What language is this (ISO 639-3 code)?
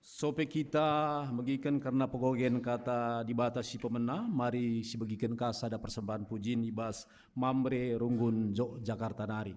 btx